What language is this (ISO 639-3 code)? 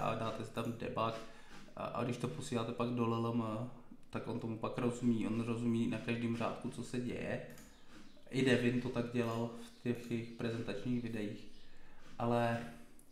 ces